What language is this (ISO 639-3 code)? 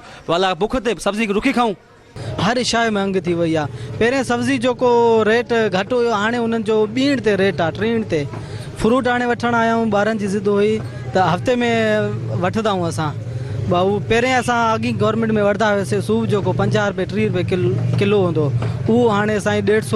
snd